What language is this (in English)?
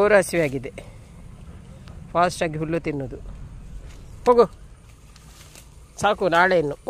Kannada